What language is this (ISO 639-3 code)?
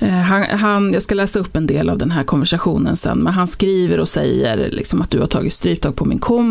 swe